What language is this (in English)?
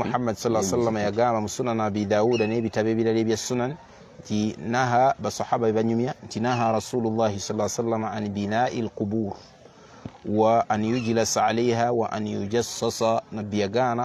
Ganda